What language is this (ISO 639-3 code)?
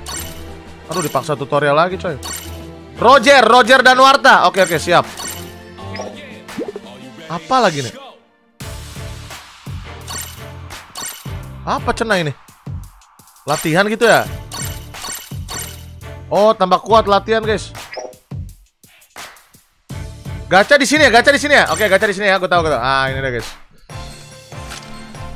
ind